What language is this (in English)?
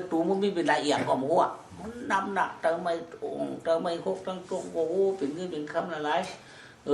Shan